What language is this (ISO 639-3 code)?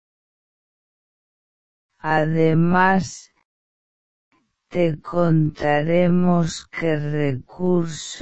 spa